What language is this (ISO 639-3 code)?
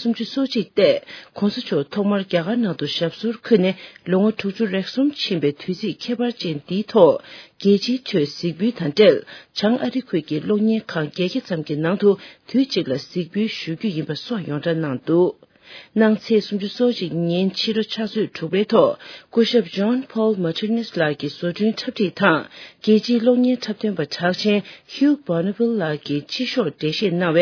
bod